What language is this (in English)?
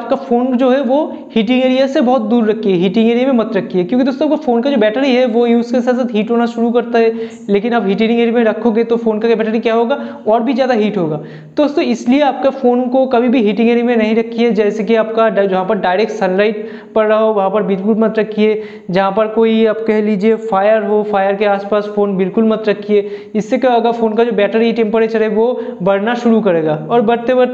Hindi